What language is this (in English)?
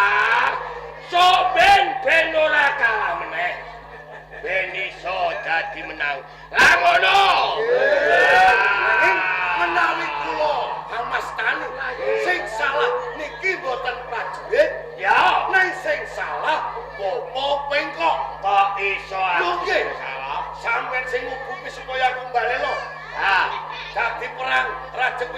Javanese